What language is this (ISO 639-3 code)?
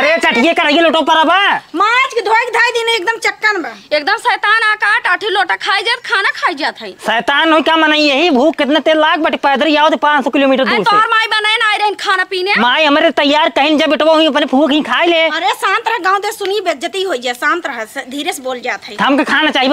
awa